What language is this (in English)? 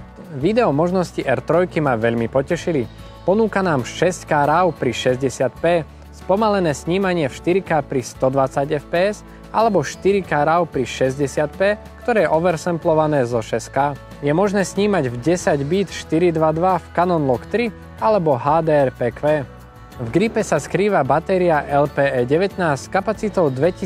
Slovak